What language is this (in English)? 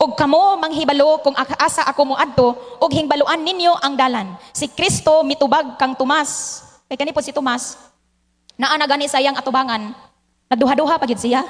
Cebuano